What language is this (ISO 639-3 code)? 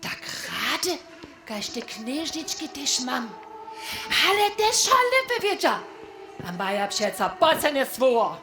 hsb